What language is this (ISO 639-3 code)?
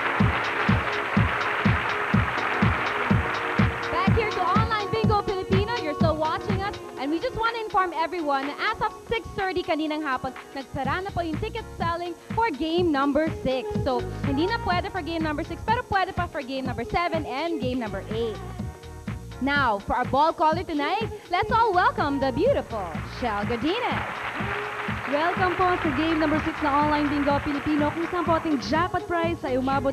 fil